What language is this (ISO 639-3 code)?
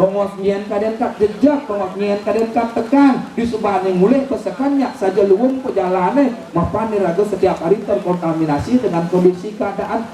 ban